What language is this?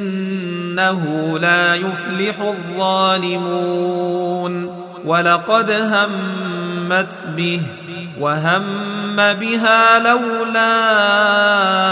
Arabic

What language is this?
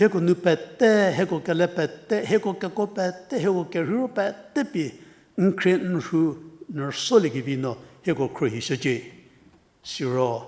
Angami Naga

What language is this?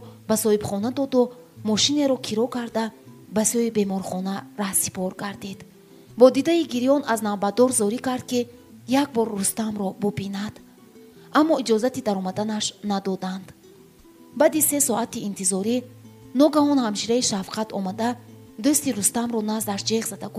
Tajik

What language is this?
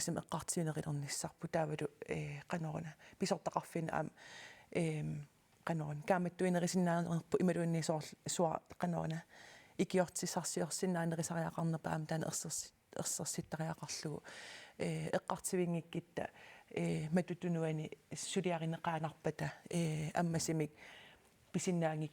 Kalaallisut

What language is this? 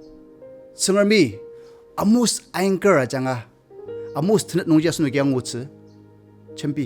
Ao Naga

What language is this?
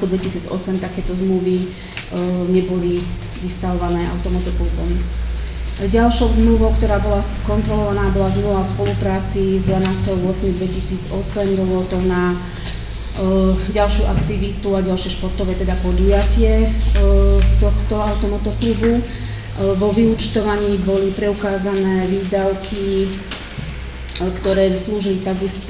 Slovak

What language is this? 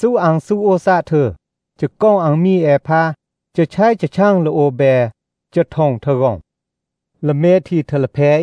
Thai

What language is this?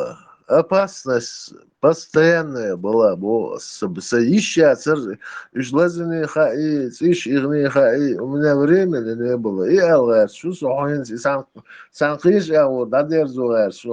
Chechen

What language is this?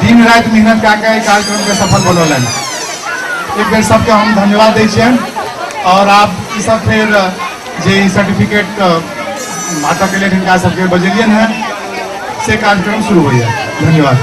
Maithili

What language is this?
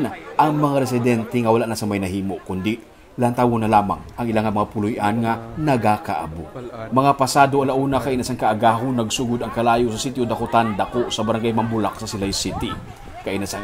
Hiligaynon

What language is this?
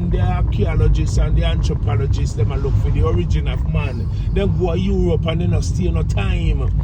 Jamaican Creole English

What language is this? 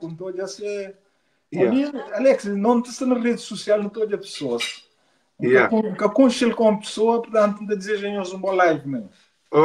Kabuverdianu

